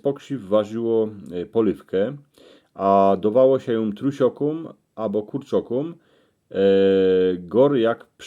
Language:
Silesian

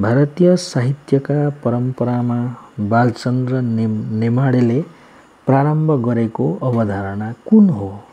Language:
Nepali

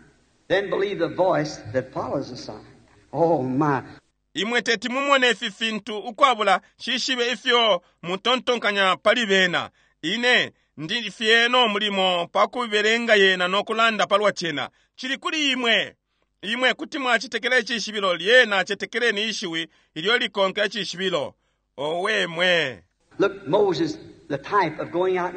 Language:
Bemba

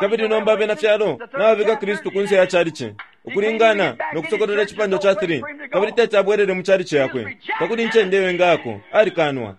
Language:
Bemba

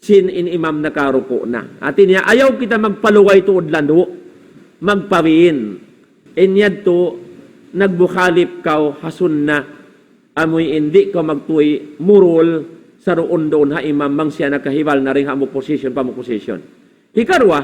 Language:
Tausug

